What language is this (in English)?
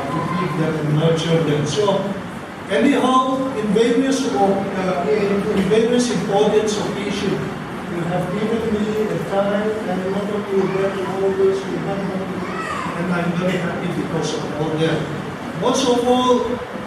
Adi